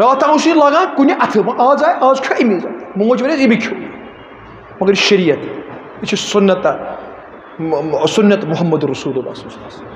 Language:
Kashmiri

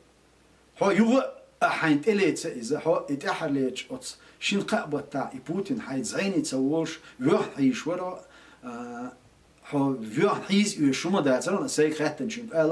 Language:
Chechen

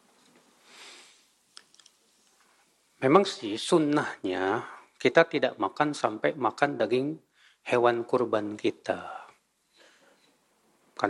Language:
Indonesian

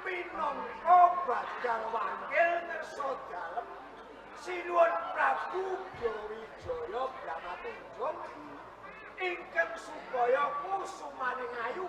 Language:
Javanese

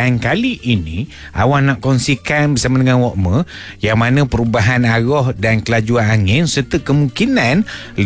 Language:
Malay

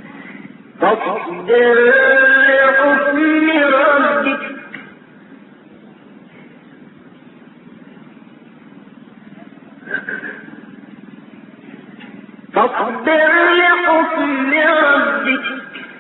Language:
Arabic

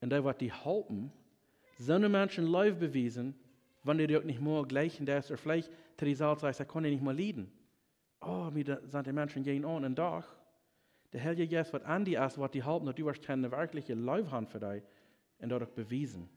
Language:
Plautdietsch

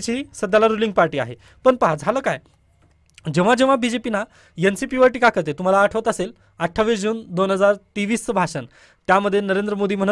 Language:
Marathi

